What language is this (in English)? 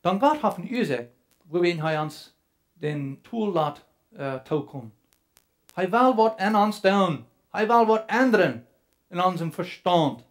Plautdietsch